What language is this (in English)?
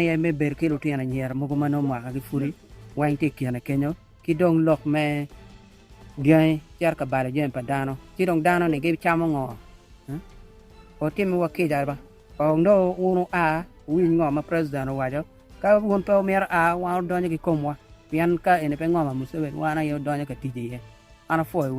Acoli